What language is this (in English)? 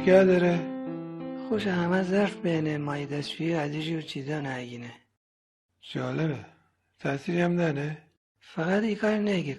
Gilaki